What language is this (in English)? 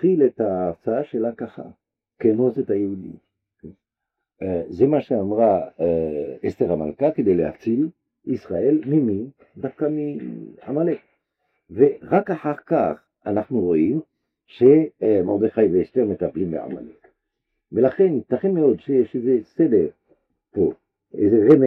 Hebrew